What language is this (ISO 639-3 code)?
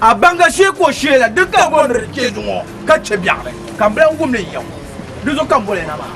dag